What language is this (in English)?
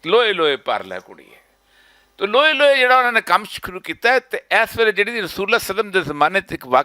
Western Panjabi